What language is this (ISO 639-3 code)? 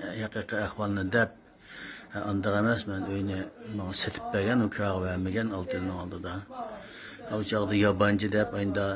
uig